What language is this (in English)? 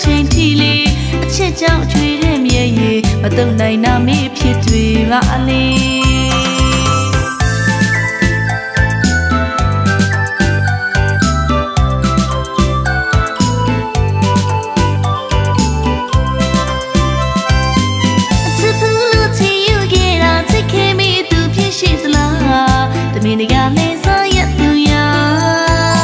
Burmese